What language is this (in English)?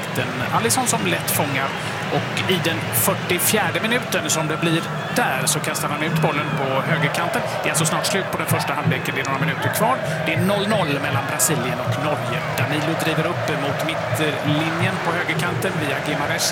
Swedish